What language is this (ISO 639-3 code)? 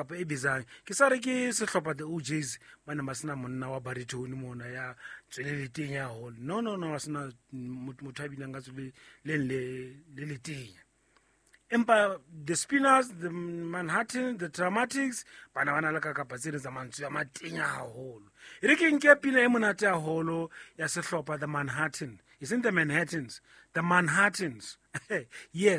sot